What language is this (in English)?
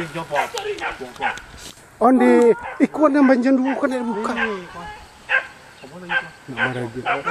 Minangkabau